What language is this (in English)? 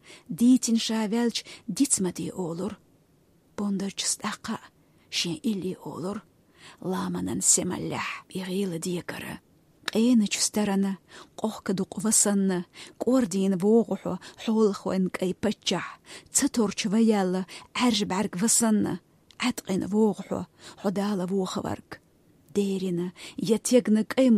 Chechen